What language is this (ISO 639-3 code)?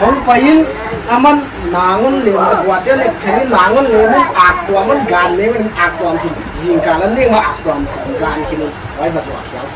pck